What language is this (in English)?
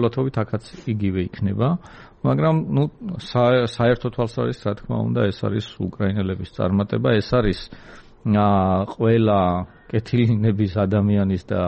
Georgian